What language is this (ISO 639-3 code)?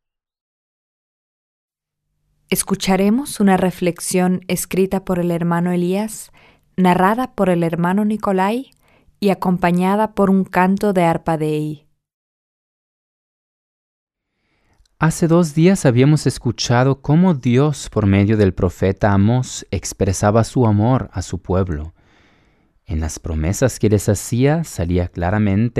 spa